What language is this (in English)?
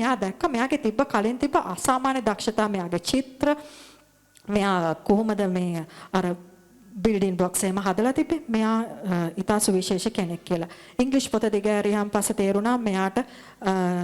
Sinhala